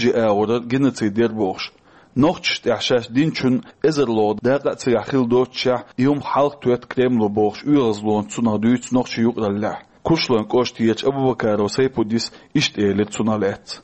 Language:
Chechen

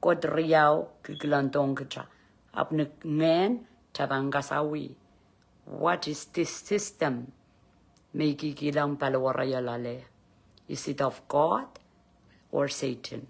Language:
Pohnpeian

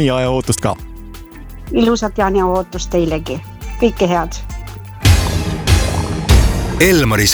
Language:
Estonian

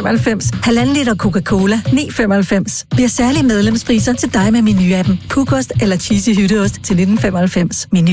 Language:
Danish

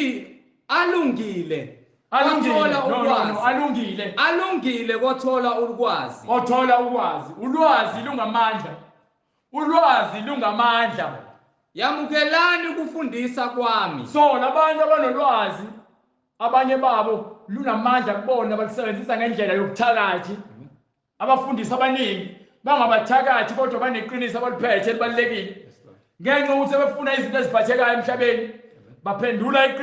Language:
Zulu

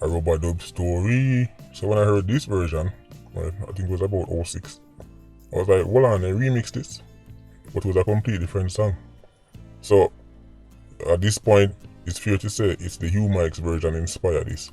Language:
Jamaican Creole English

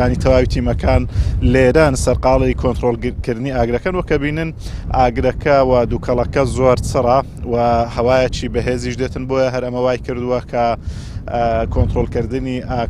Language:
Central Kurdish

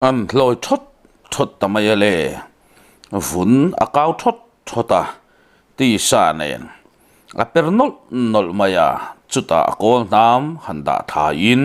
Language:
Mizo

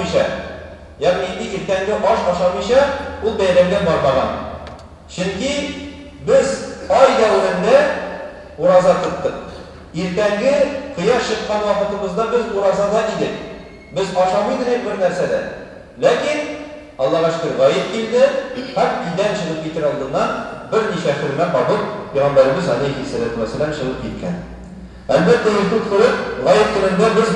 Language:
Tatar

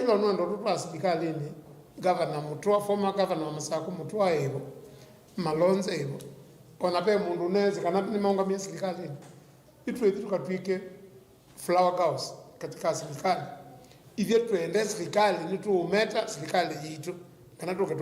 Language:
Kamba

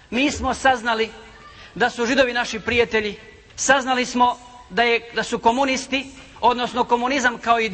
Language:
Bosnian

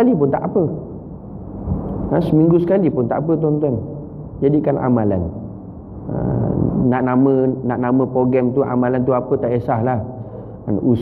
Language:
Malay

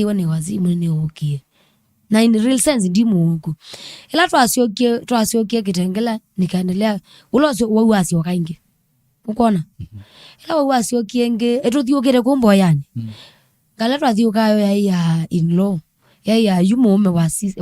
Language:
Kamba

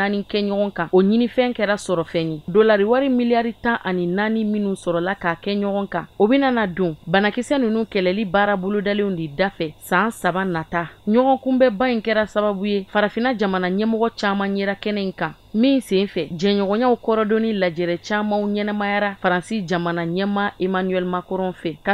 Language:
Bambara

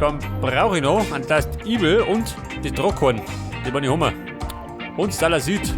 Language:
Bavarian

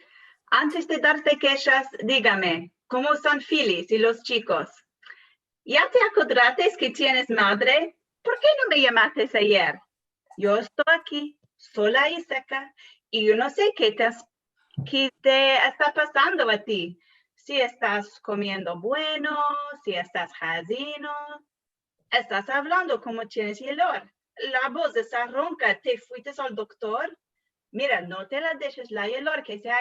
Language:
Ladino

